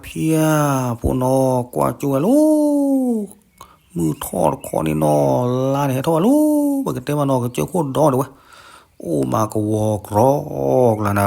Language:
S'gaw Karen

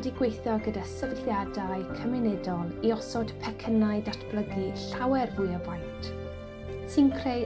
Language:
Welsh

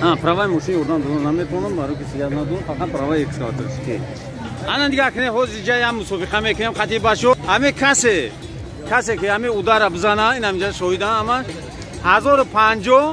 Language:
Tajik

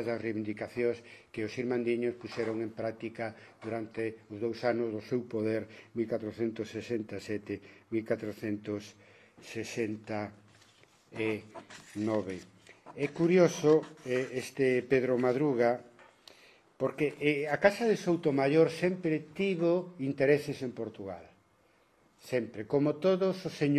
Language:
Galician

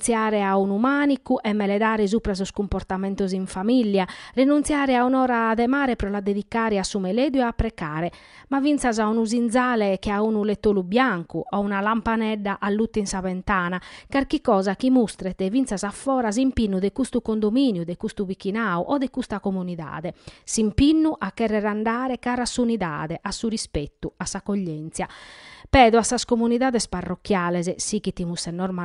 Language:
Sardinian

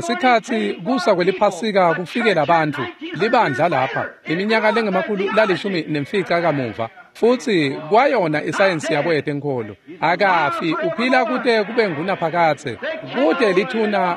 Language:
Swati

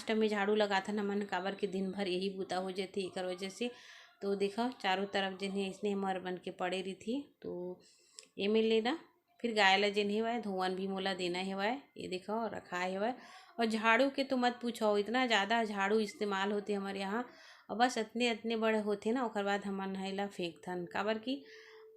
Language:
Chhattisgarhi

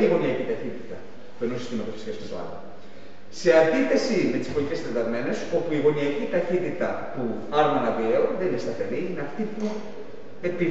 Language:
Greek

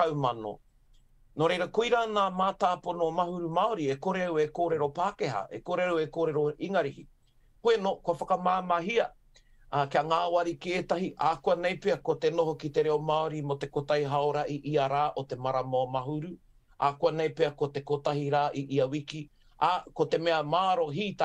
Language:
Māori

